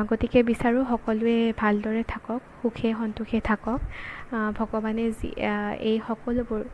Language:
Assamese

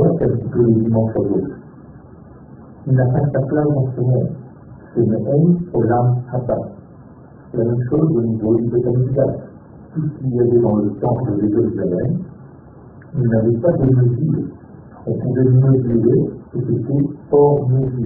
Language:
French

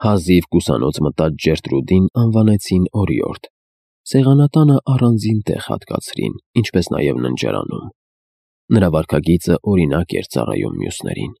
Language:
Armenian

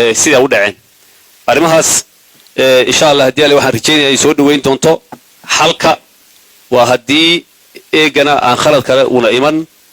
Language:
Somali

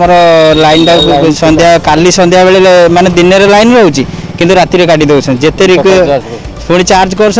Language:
Odia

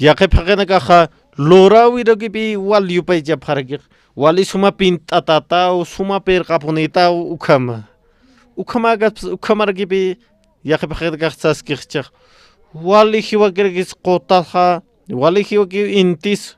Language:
Aymara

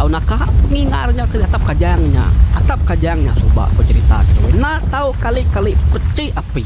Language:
Iban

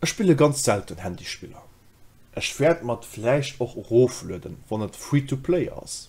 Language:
Luxembourgish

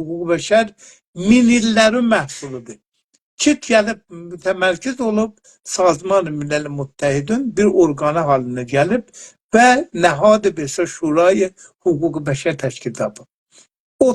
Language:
South Azerbaijani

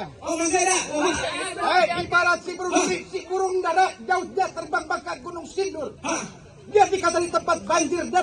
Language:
Betawi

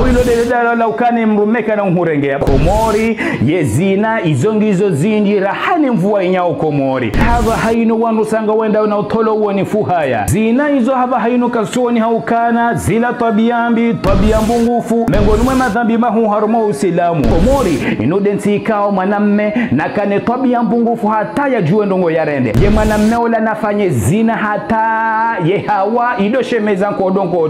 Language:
Ngazidja Comorian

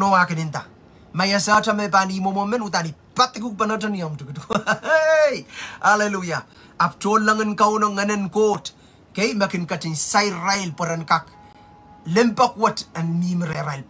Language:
Pohnpeian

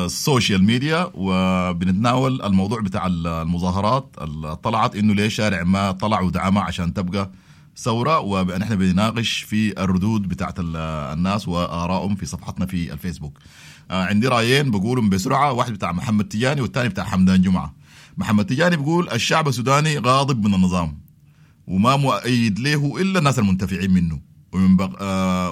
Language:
Sudanese Arabic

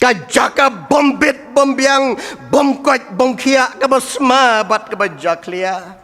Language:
Khasi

